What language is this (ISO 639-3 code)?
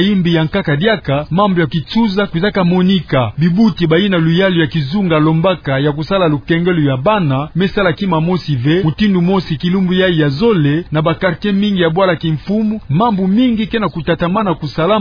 ktu